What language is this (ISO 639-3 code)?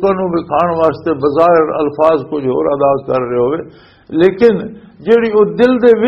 lah